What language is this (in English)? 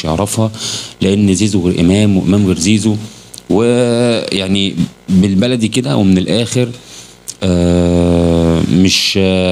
Egyptian Arabic